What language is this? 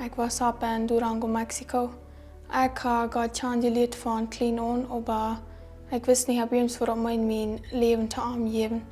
Plautdietsch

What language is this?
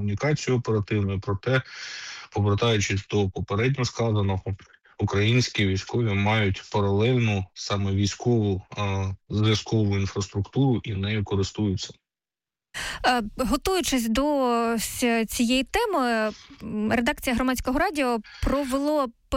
Ukrainian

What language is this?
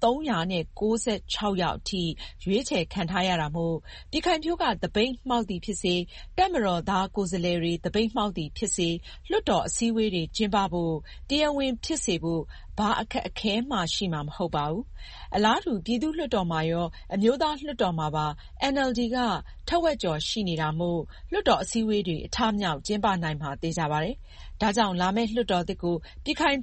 Burmese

